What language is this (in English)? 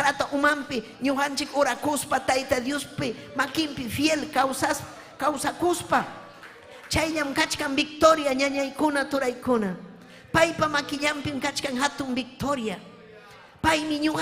Ayacucho Quechua